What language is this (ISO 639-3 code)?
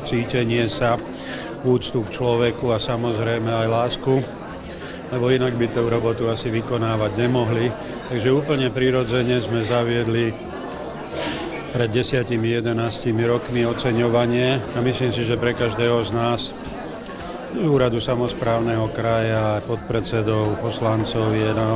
slk